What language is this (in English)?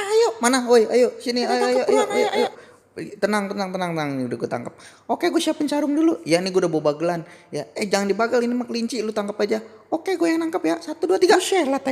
Betawi